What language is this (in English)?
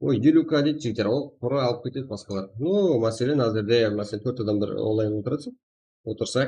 Kara-Kalpak